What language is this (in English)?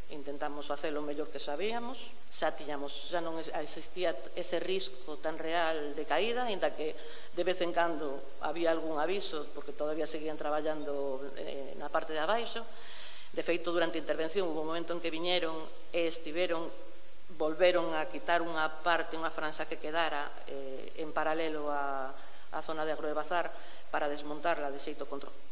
Galician